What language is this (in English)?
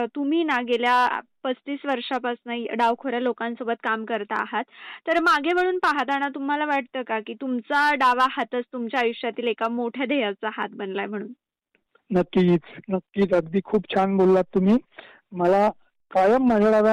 Marathi